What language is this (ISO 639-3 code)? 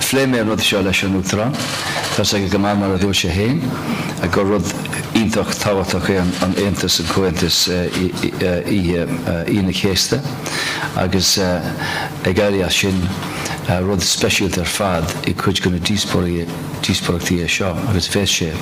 gle